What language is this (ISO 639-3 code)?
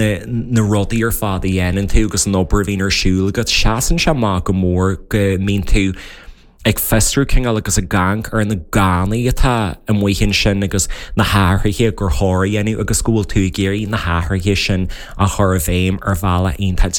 gle